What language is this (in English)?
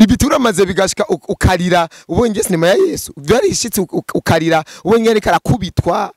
Rundi